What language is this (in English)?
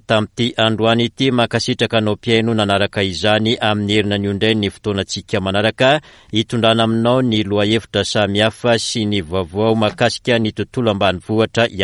Malagasy